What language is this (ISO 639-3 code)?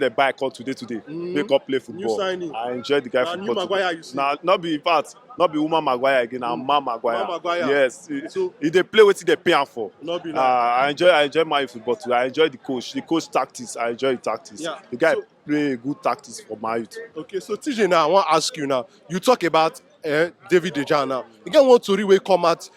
pcm